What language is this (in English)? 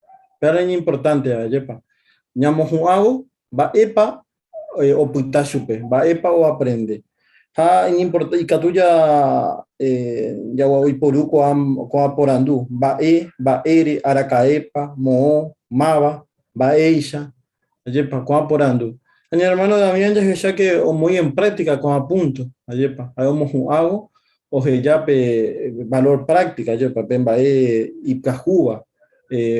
Guarani